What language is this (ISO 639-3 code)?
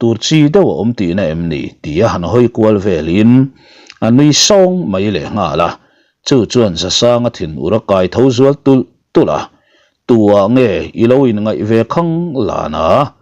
lus